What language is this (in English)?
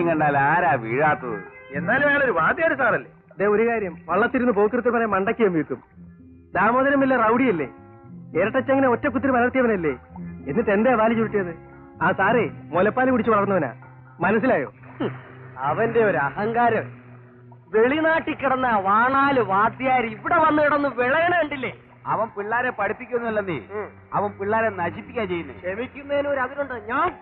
Malayalam